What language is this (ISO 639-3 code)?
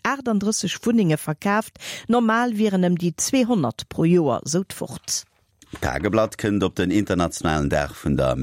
ltz